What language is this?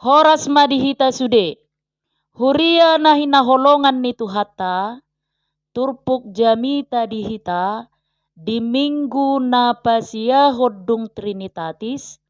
Batak Toba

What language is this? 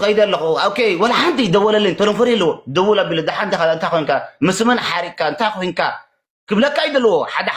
Tigrinya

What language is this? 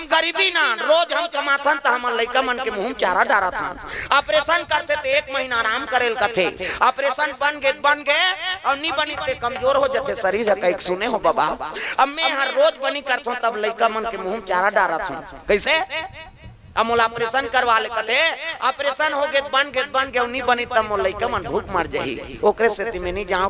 Chhattisgarhi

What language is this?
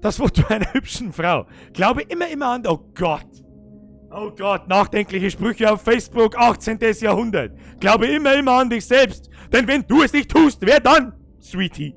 Bavarian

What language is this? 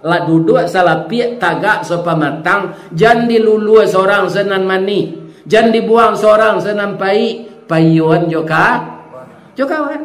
Minangkabau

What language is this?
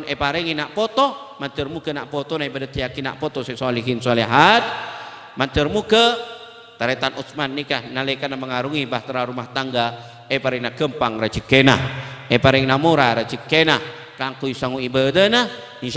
Madurese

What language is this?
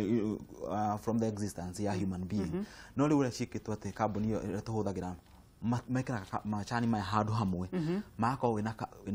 Kikuyu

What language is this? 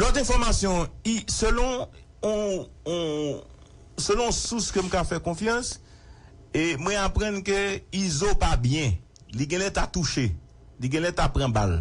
Haitian Creole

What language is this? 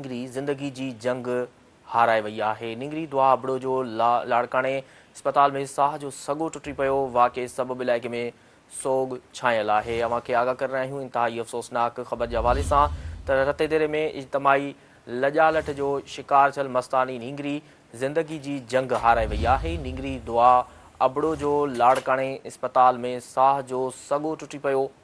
Sindhi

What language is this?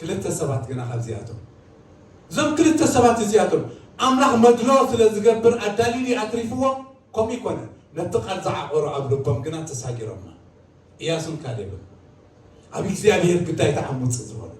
Tigrinya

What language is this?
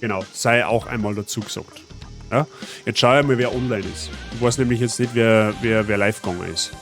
Bavarian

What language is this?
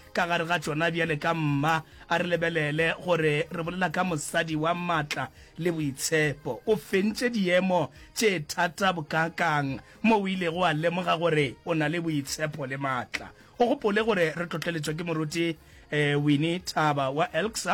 Northern Sotho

